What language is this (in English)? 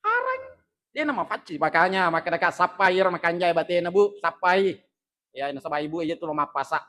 Buginese